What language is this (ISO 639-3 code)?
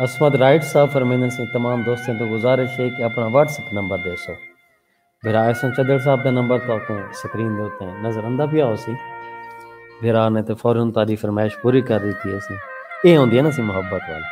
skr